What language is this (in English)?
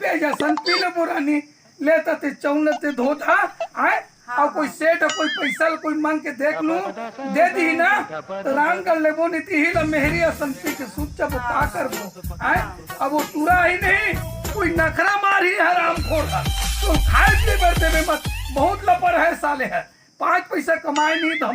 Chhattisgarhi